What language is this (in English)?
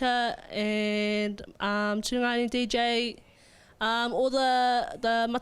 Māori